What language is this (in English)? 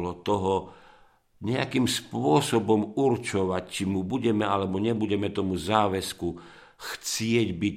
Slovak